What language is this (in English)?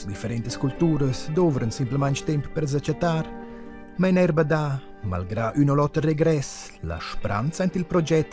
Romansh